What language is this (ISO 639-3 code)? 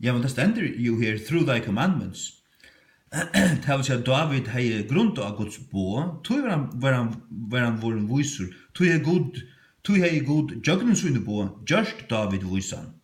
fao